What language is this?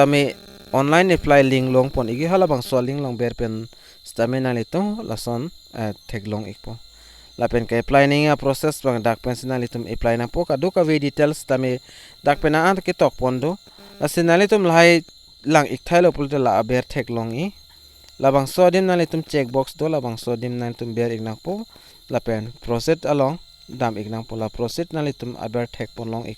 Karbi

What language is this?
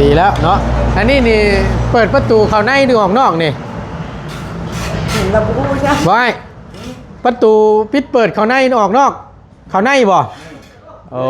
Northeastern Thai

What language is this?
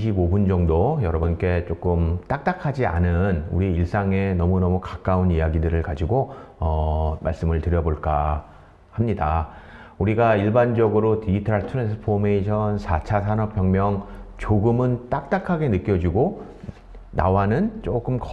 Korean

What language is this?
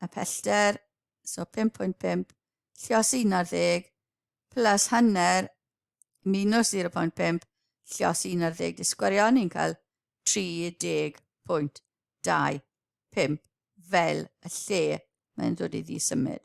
Welsh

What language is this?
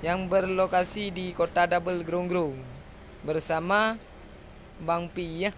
Achinese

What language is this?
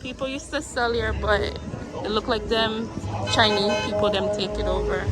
Jamaican Creole English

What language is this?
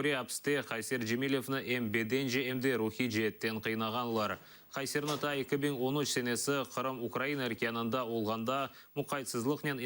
Crimean Tatar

